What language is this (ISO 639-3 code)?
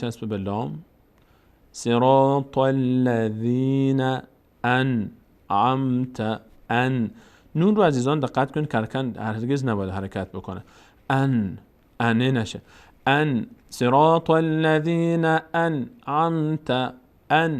fas